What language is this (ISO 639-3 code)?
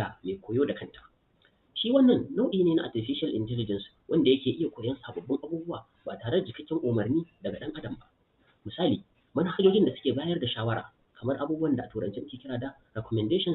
hau